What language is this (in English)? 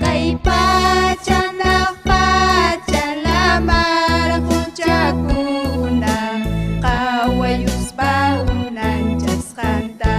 Ayacucho Quechua